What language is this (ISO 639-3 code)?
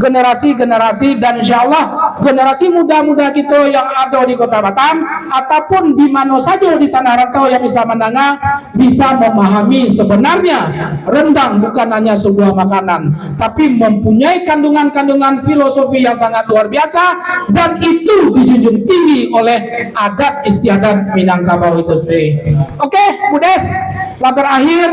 min